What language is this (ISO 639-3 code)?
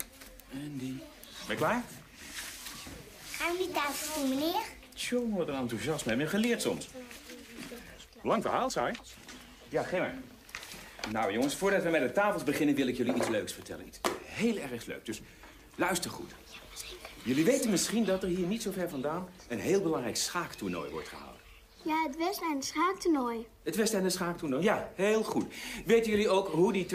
nld